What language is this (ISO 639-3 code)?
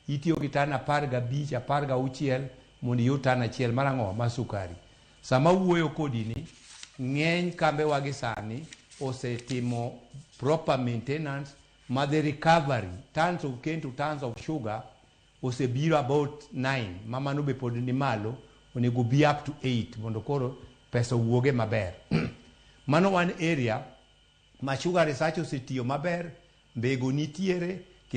luo